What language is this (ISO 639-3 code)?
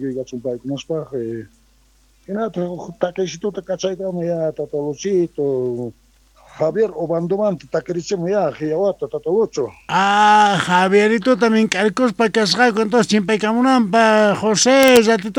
quh